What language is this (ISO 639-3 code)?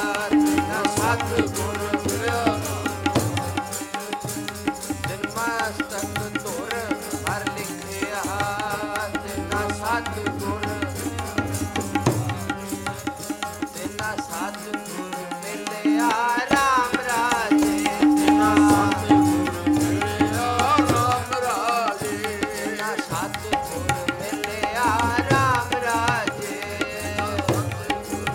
pan